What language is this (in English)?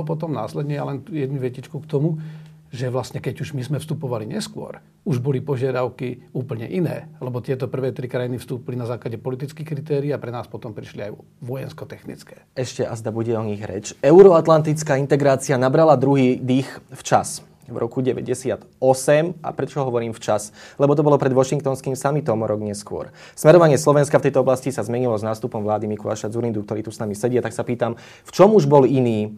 Slovak